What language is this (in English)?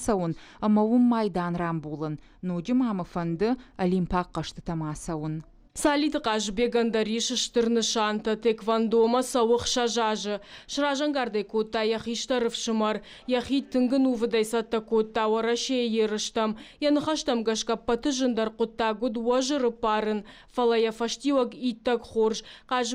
Ossetic